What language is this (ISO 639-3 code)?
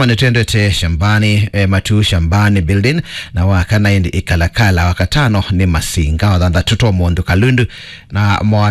kam